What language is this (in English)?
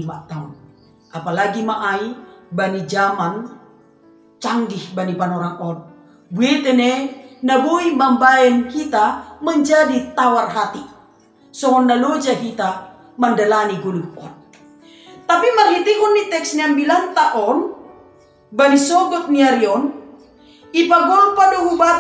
Batak Simalungun